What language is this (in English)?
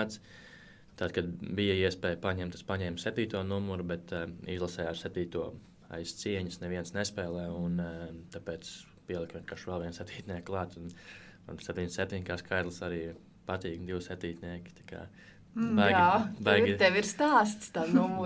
Latvian